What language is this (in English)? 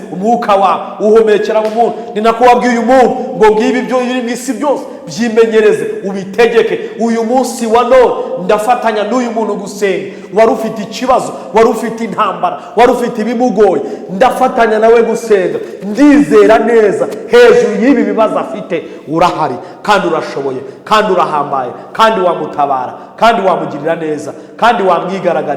Kinyarwanda